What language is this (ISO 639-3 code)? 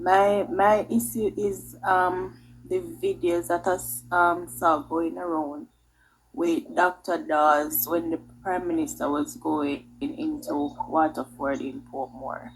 jam